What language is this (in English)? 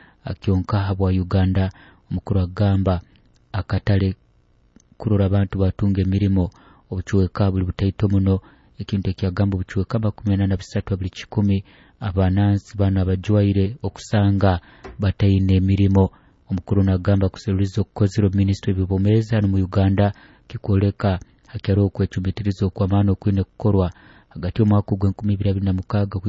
Nyoro